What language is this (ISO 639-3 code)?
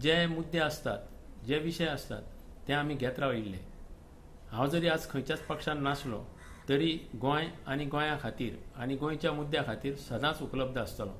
kok